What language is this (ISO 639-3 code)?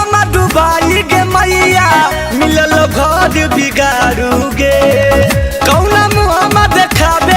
mag